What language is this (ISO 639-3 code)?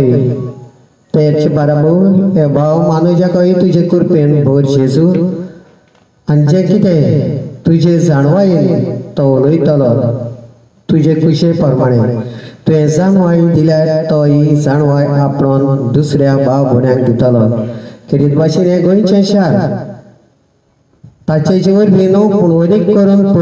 kok